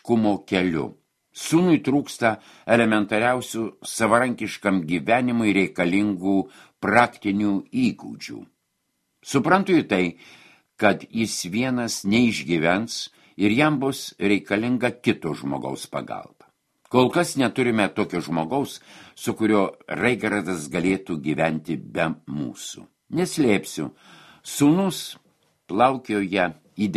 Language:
Lithuanian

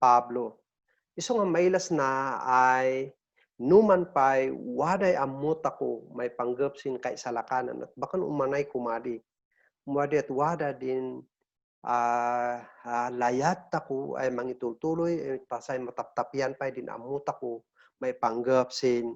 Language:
Kankanaey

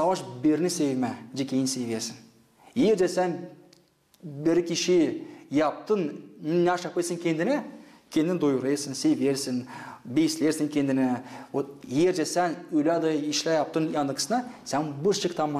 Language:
Gagauz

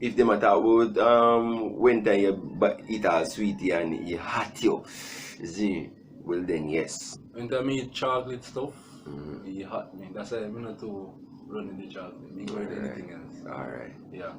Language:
Jamaican Creole English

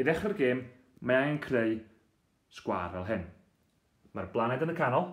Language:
Welsh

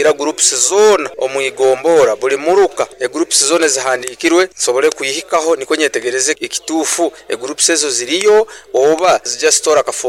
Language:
Nyoro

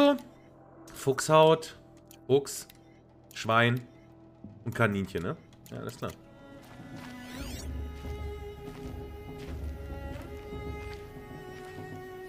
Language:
German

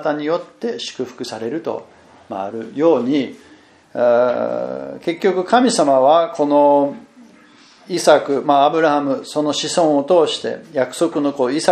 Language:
Japanese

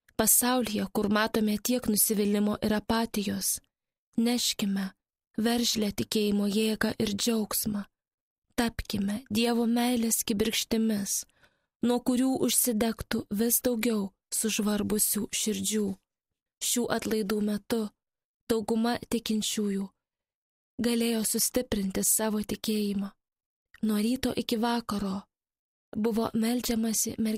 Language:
Lithuanian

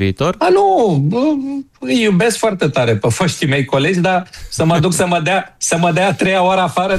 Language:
Romanian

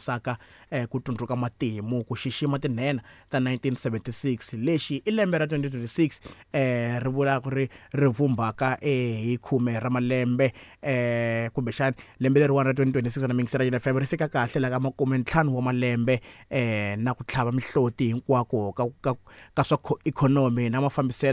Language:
Tsonga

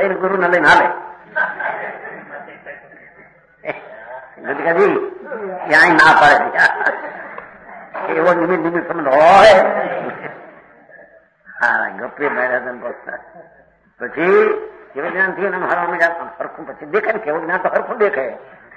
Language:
Gujarati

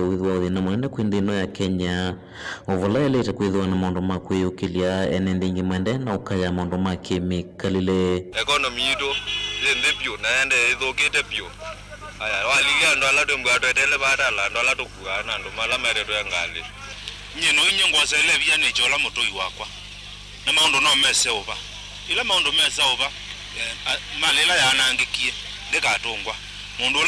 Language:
Kamba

